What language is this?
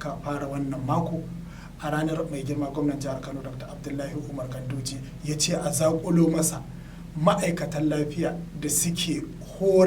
Hausa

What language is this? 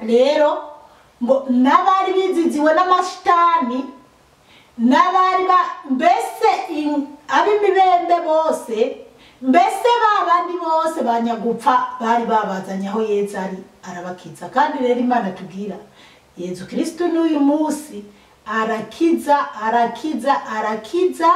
Rundi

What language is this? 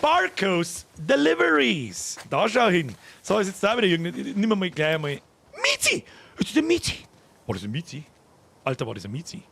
Bavarian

